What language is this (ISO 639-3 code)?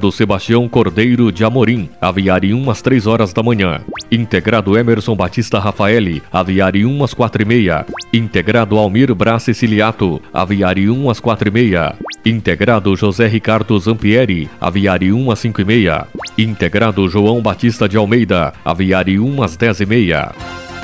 por